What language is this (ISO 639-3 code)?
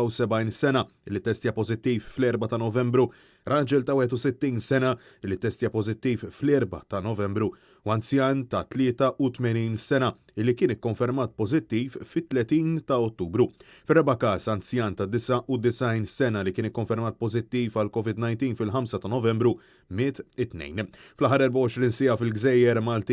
mlt